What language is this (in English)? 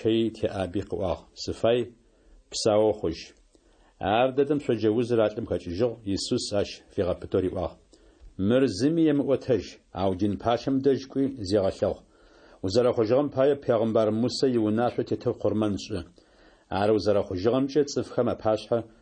Adyghe